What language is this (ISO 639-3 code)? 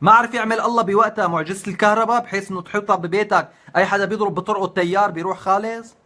apc